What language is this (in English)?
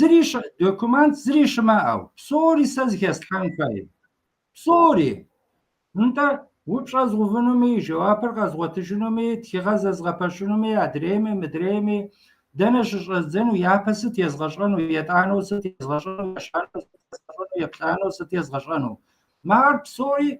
Kabardian